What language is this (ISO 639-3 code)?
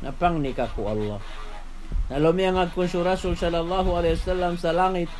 mrw